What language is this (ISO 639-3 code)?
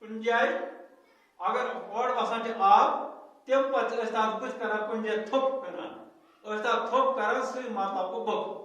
kas